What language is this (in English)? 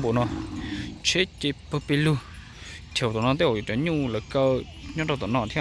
Hmong